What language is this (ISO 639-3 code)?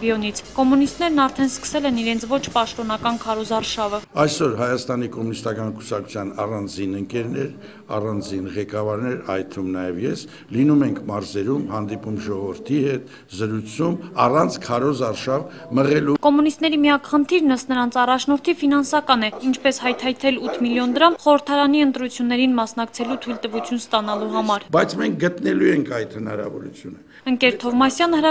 hye